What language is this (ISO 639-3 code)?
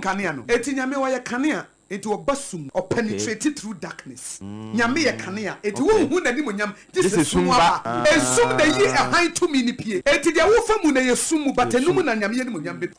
aka